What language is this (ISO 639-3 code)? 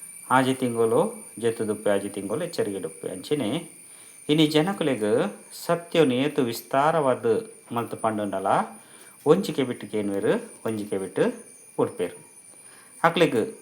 tcy